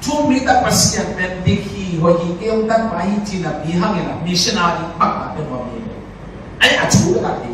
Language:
Tedim Chin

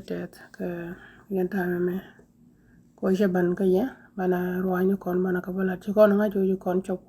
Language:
Nuer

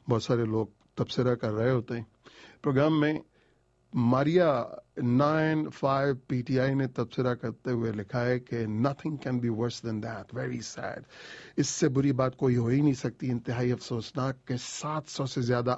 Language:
Urdu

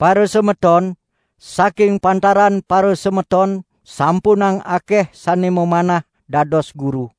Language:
Balinese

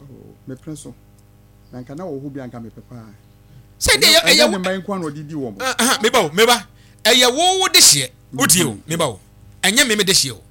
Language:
Akan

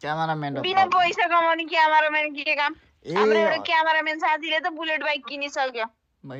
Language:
Nepali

